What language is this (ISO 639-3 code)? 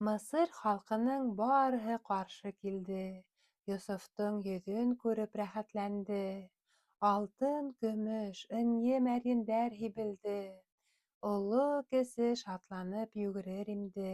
bak